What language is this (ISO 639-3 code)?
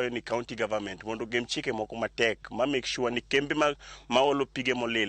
luo